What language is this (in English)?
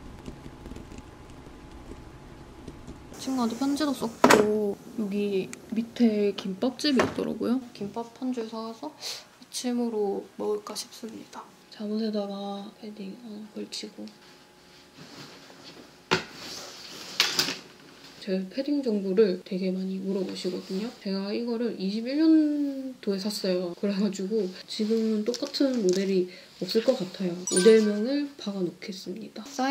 Korean